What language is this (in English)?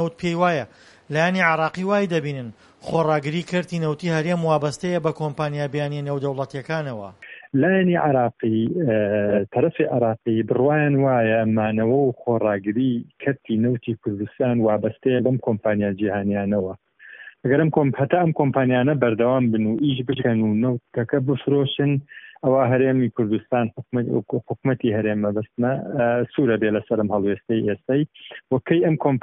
Central Kurdish